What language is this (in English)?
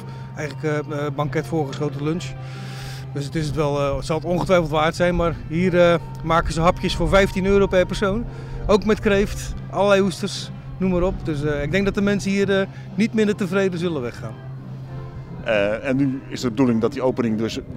Dutch